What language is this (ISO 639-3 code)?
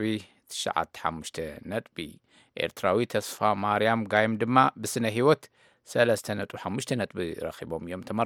tir